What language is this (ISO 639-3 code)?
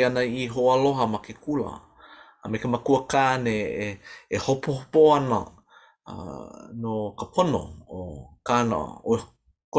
haw